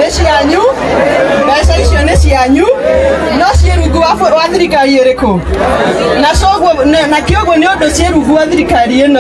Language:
Kikuyu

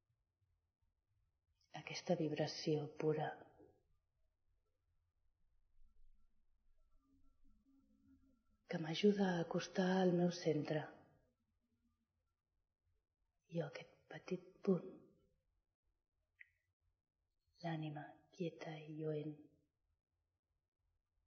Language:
Catalan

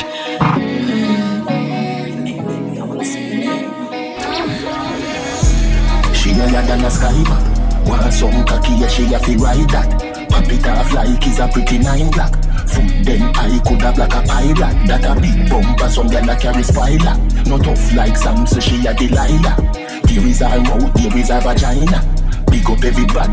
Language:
English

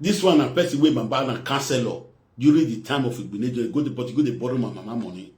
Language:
Nigerian Pidgin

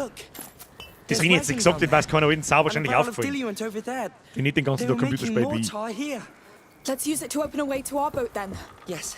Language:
Bavarian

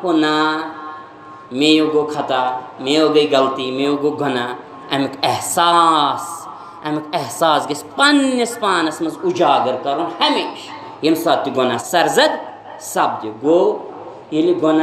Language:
Kashmiri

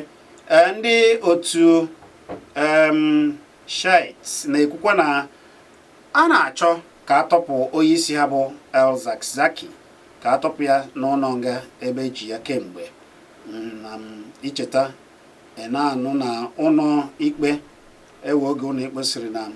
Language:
Igbo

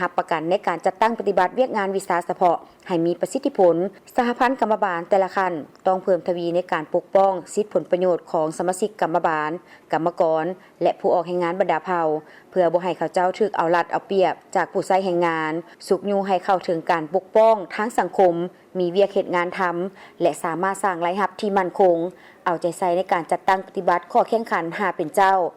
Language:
Lao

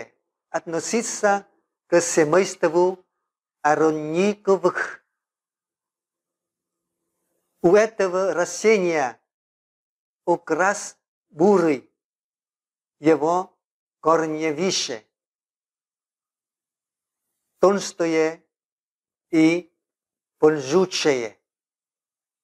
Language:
Russian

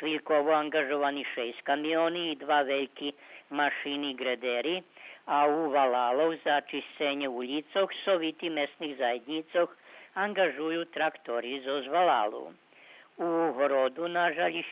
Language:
Rusyn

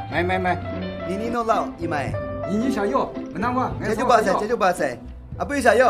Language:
Kachin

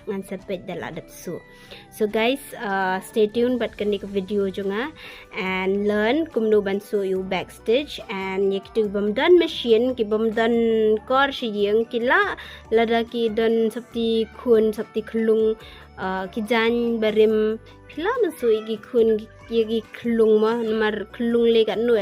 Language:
Khasi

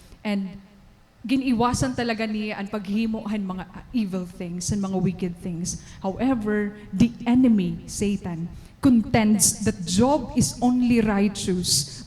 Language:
Waray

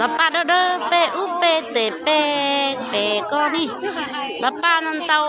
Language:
Hmong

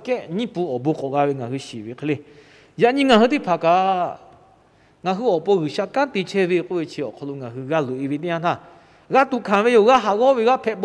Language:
Lahu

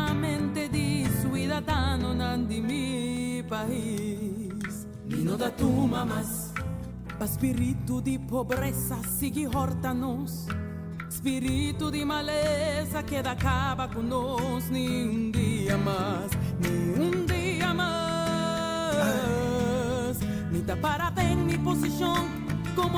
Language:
Papiamento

